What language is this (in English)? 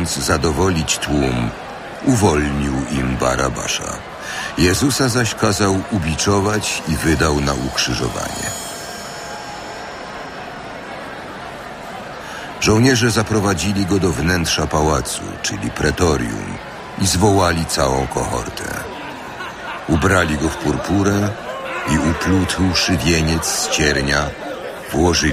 Polish